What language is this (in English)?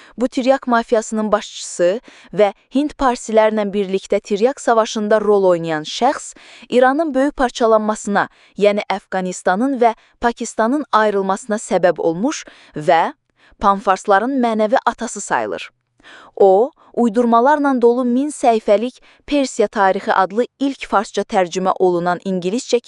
Azerbaijani